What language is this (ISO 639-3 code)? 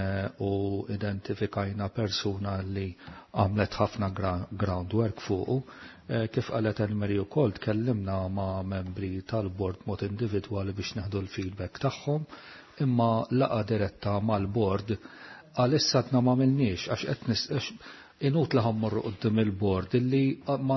mlt